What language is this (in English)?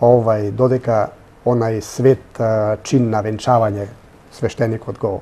Macedonian